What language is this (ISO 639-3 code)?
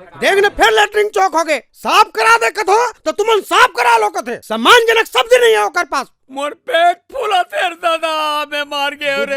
hne